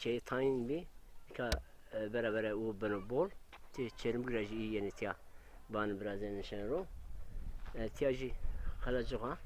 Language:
Zaza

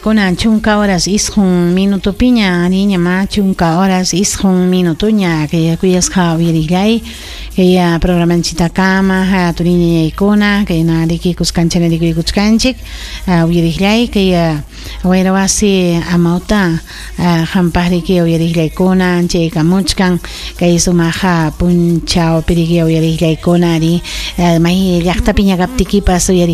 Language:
Ayacucho Quechua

